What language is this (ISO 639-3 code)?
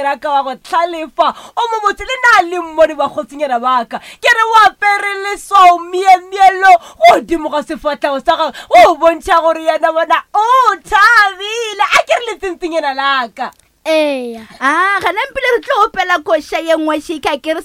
nso